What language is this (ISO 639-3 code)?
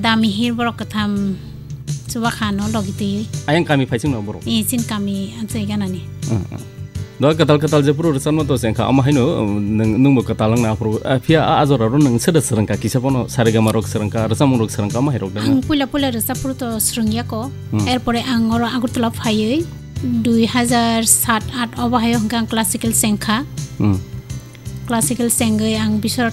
trp